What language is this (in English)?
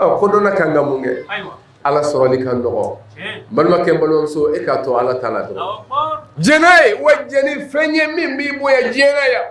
Bambara